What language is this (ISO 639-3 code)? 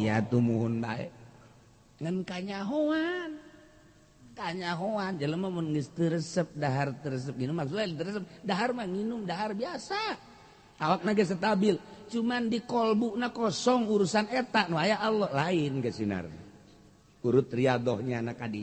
sun